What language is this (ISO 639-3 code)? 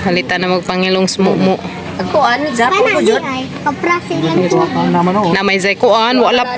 ceb